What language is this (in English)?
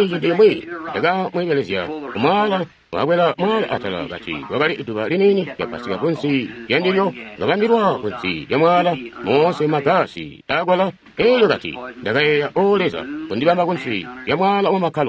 Tonga (Zambia)